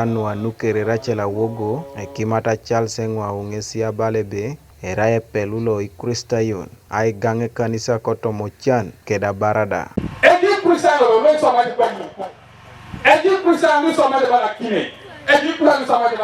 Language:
Teso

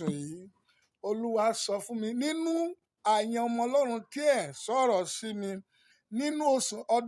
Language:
Yoruba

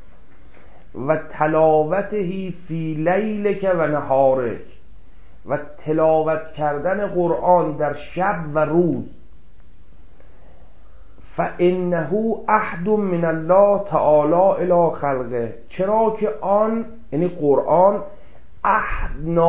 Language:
Persian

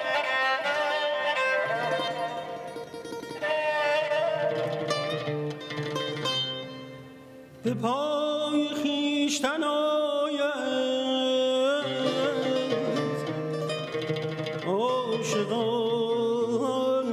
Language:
Persian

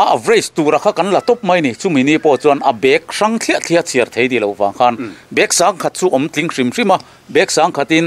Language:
Mizo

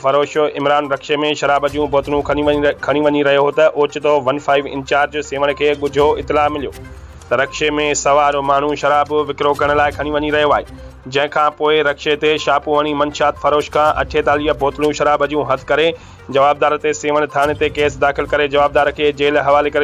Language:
Sindhi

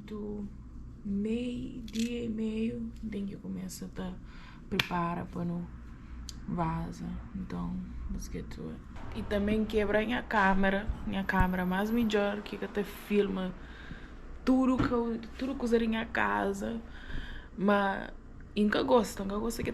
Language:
Kabuverdianu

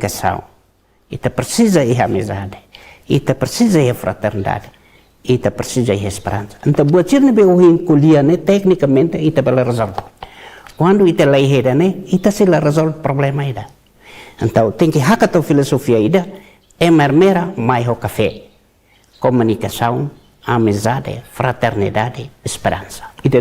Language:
Tetum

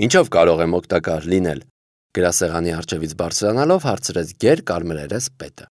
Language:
Armenian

